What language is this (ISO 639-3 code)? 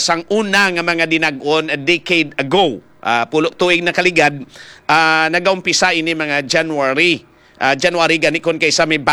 hil